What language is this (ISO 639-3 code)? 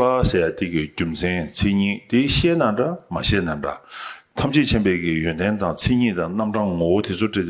bod